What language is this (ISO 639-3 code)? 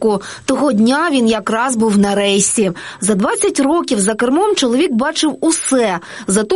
ukr